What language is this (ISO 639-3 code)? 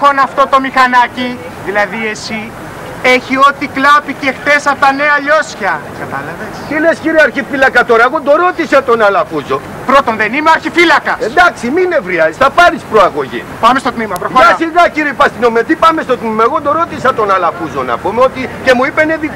ell